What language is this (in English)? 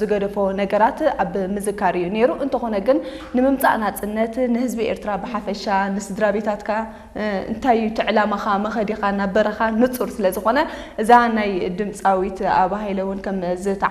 Tigrinya